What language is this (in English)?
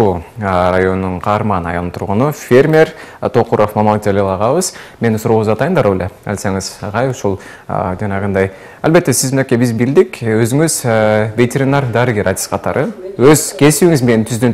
Kyrgyz